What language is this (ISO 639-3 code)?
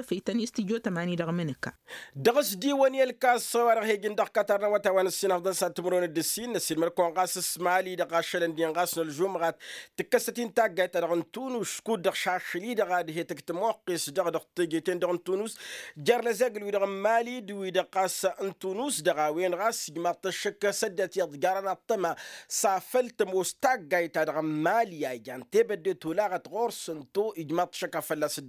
taq